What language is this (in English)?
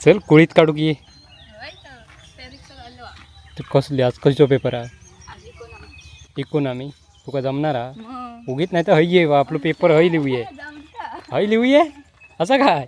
Konkani